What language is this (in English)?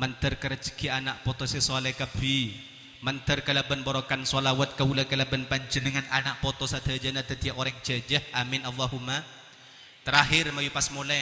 Madurese